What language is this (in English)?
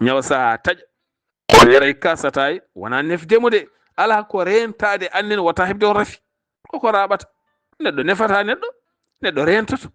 Fula